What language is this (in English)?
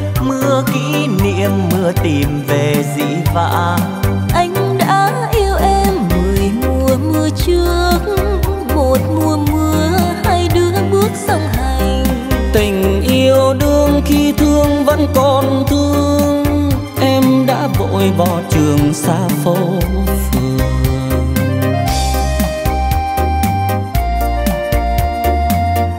Vietnamese